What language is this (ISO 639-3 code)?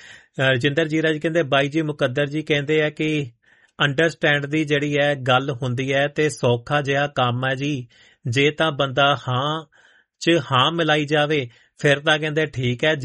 pan